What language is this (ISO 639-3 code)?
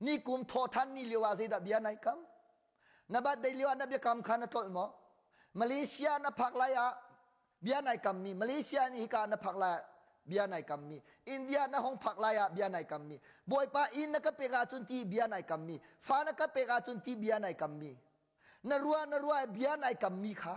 cnh